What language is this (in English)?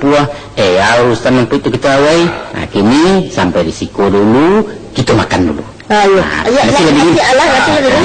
Minangkabau